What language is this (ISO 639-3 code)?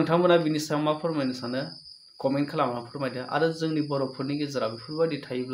brx